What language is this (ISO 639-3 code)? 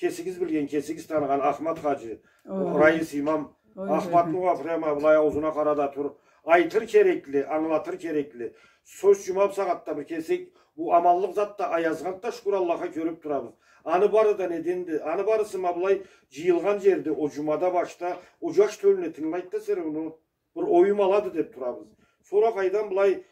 krc